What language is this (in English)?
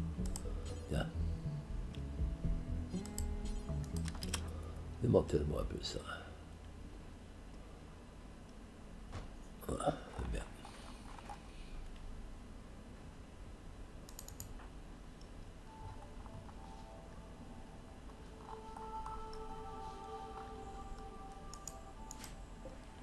French